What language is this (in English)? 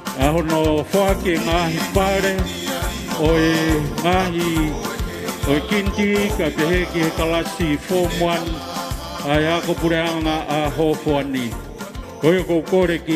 Tongan